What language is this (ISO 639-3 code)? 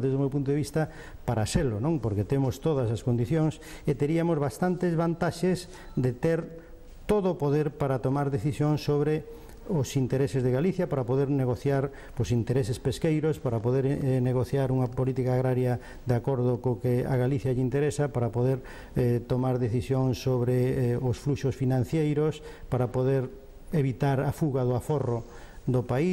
glg